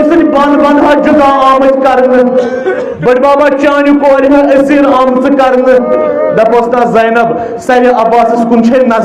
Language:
Kashmiri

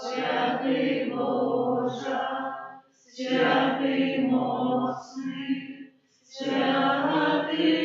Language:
Belarusian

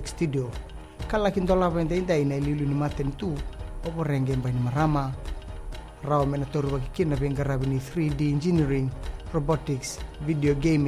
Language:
Fijian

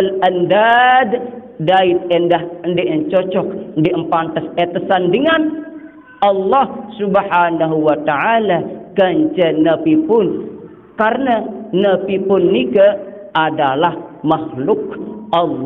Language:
Sasak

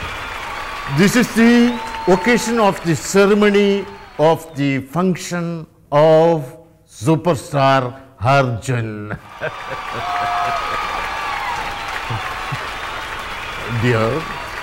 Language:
Malayalam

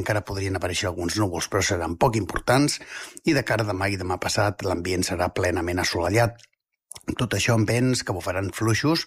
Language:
Catalan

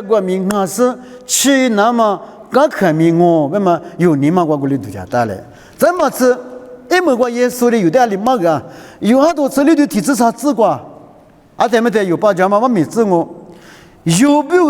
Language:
Lisu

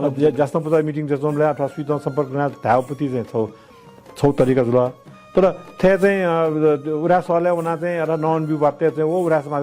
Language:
Newari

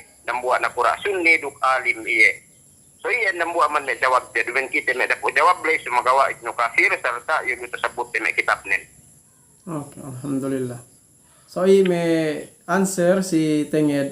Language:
Yakan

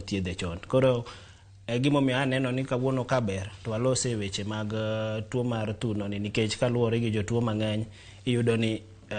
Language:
Luo (Kenya and Tanzania)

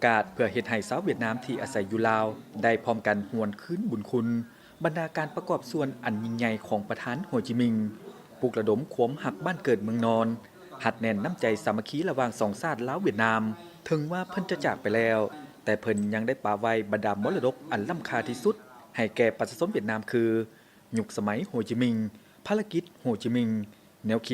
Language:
Lao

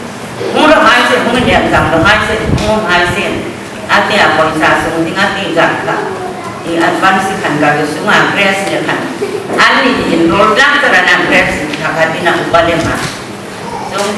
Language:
Hmar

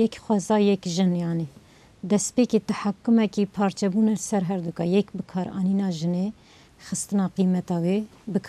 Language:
Kurdish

